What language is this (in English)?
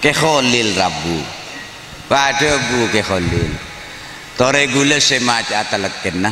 Madurese